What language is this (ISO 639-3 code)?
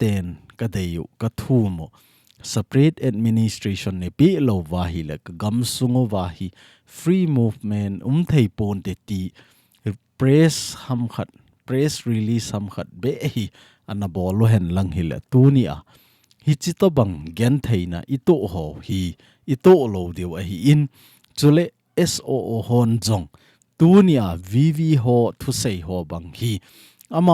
tcz